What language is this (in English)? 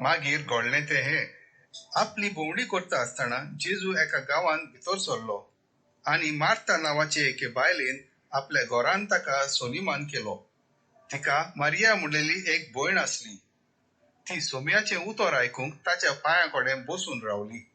Konkani